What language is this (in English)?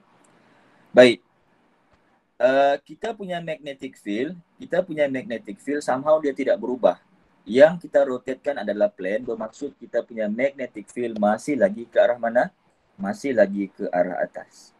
Malay